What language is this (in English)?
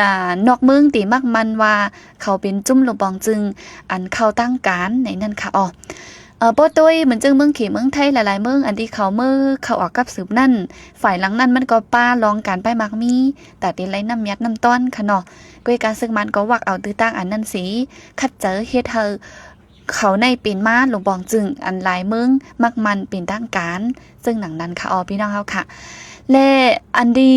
Shan